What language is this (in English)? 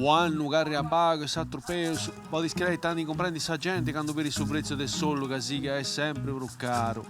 Sardinian